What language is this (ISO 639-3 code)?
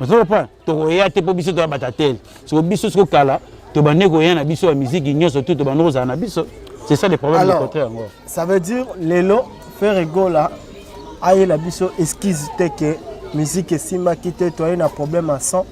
lin